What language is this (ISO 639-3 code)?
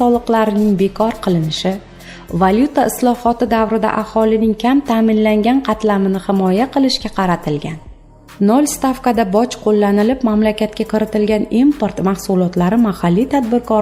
uzb